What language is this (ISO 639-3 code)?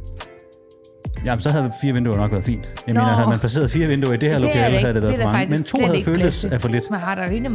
dan